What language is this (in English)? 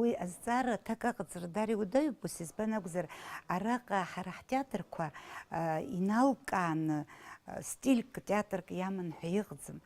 Abkhazian